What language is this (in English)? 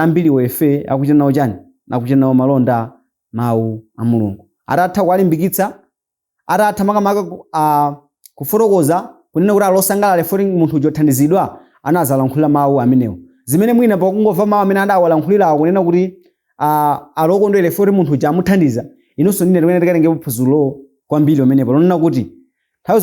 Nyanja